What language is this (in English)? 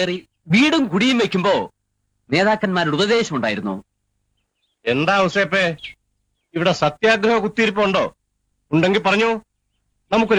Malayalam